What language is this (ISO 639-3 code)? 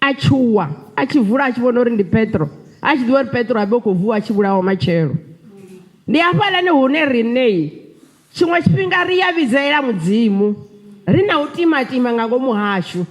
ven